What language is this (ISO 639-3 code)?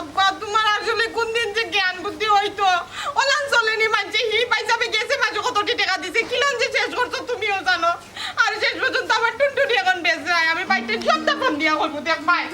syl